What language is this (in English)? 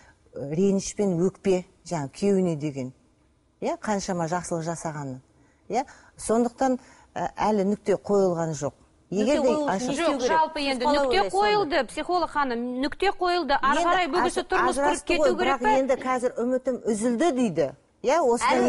Kazakh